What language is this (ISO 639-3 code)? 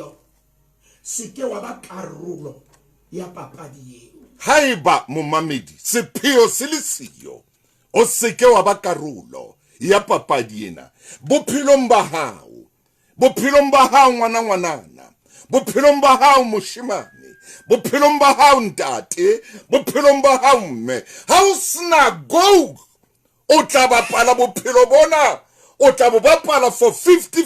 sot